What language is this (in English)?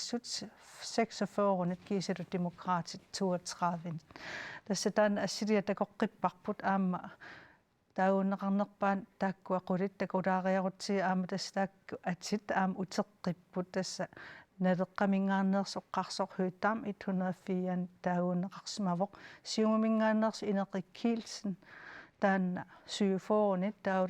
Kalaallisut